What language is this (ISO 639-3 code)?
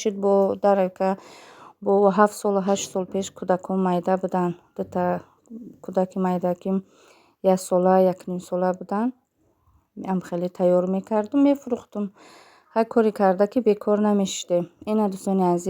tgk